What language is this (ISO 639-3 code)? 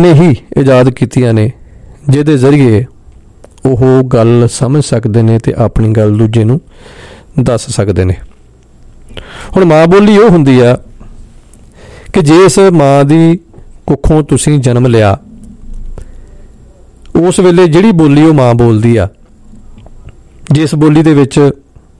pan